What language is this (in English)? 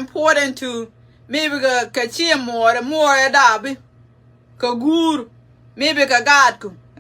Nuer